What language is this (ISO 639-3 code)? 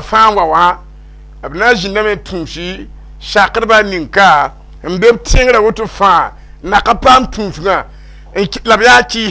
mos